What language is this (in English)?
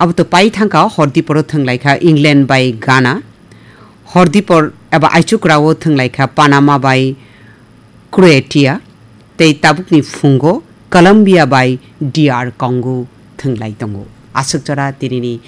Kok Borok